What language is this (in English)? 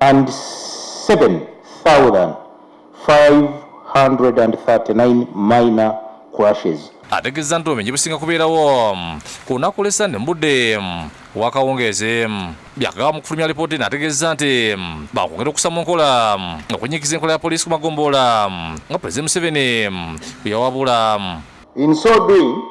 Ganda